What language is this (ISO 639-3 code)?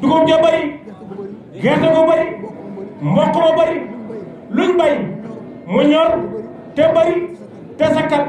wol